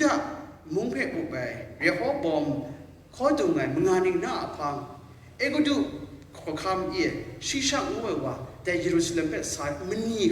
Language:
Kachin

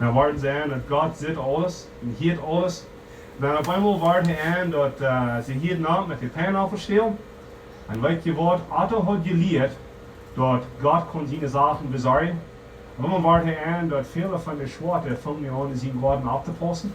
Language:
Plautdietsch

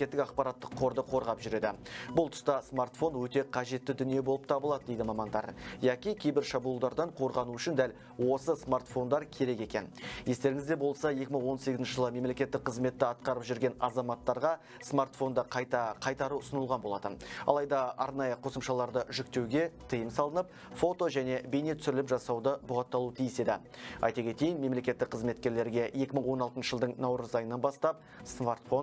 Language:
Kazakh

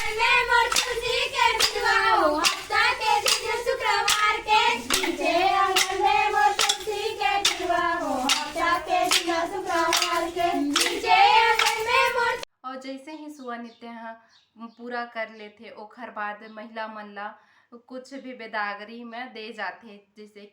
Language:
Chhattisgarhi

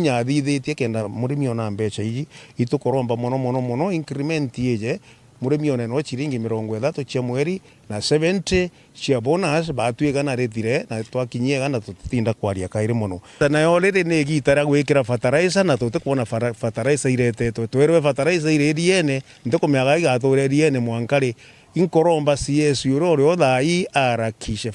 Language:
Meru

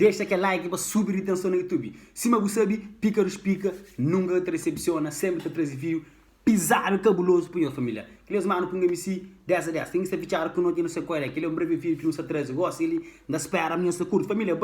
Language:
Kabuverdianu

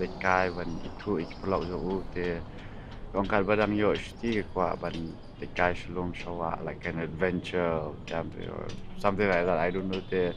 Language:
Khasi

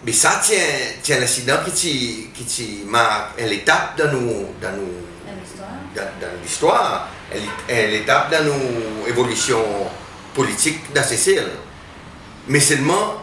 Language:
Seselwa Creole French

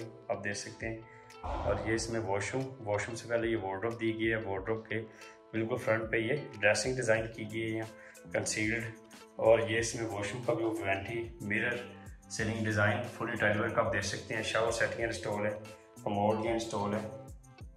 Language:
Hindi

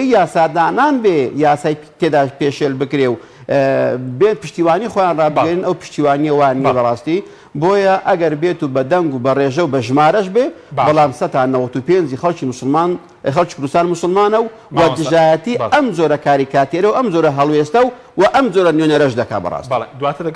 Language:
Central Kurdish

